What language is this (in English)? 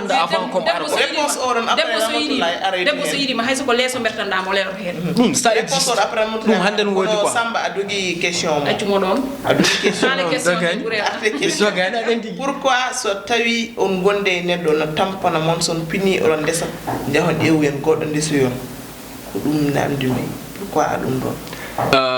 Fula